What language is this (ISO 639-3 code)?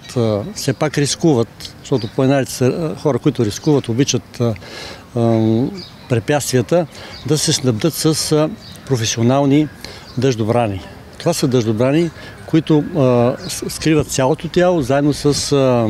bul